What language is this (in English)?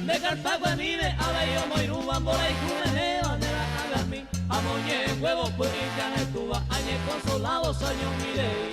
Guarani